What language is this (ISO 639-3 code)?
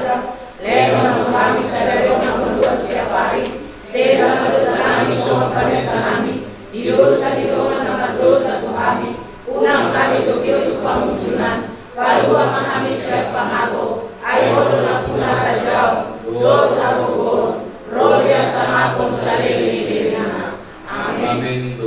bbc